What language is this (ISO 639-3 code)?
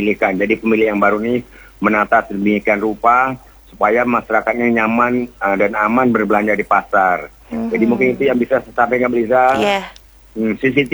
ind